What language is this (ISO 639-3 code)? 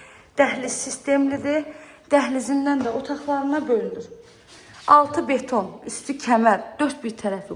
aze